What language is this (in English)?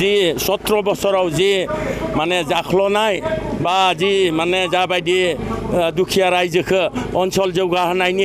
Bodo